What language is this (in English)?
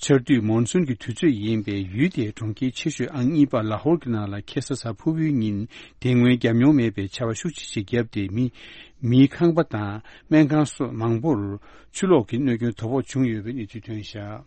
Tibetan